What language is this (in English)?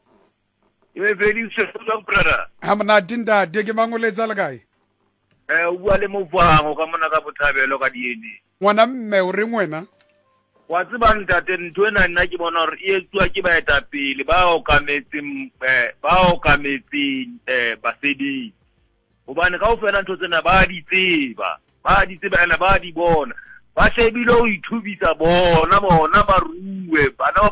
Southern Sotho